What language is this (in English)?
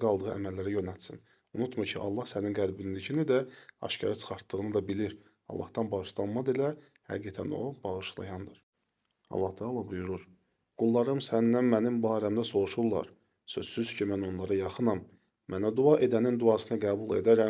Azerbaijani